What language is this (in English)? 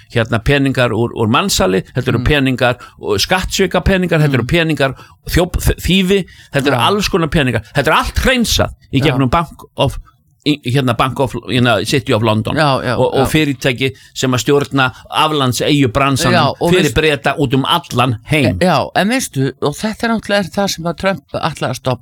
Icelandic